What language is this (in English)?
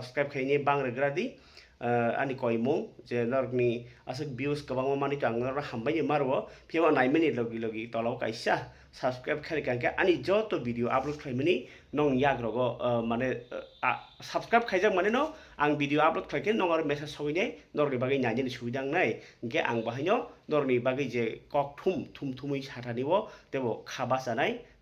Kok Borok